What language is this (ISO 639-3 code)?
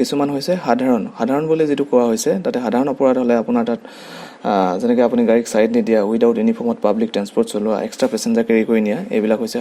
asm